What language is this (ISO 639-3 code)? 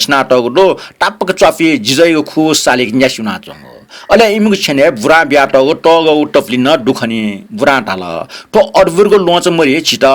new